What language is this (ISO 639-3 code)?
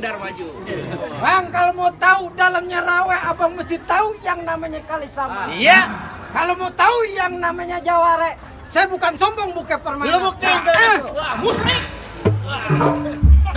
bew